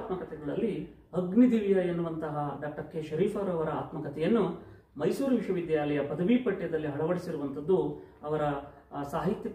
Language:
Kannada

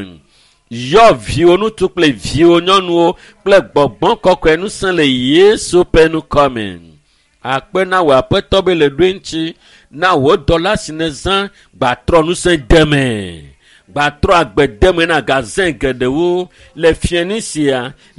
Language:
Ewe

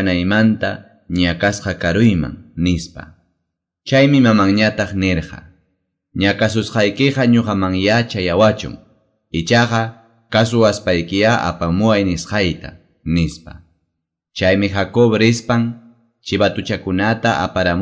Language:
Quechua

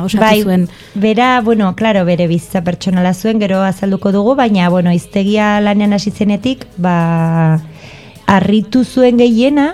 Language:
Basque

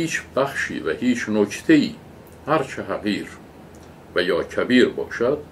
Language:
Persian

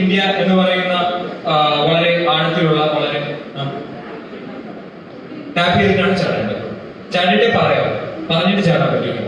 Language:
Malayalam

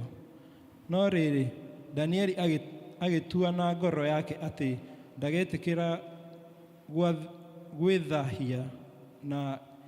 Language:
Kikuyu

